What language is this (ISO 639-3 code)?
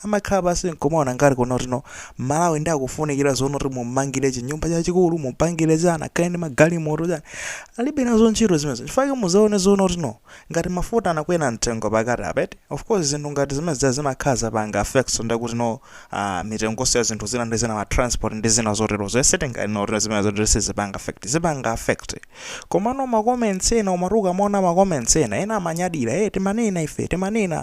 nya